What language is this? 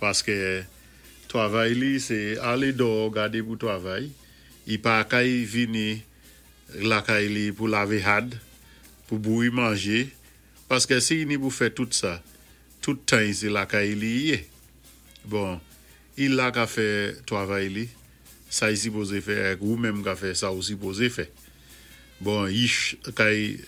Saint Lucian Creole French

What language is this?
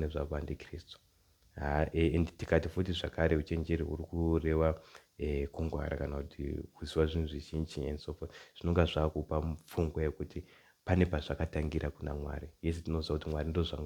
Shona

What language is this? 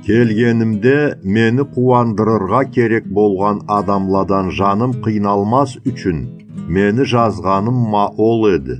Karachay-Balkar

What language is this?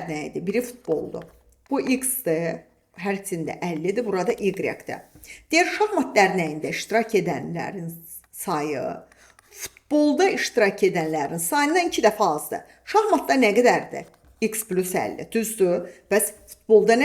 Azerbaijani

